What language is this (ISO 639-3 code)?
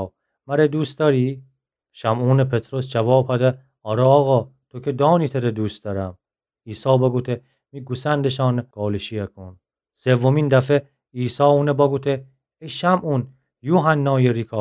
glk